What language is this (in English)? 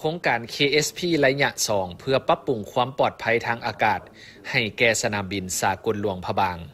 Lao